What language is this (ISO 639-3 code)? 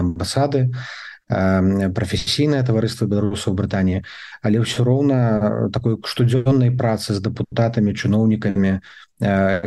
bel